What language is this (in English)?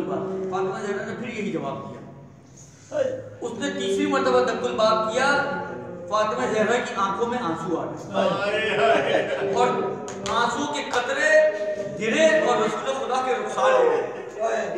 Urdu